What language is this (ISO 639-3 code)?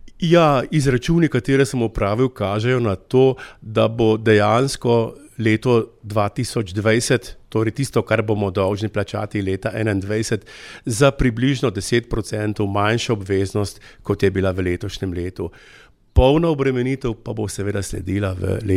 slv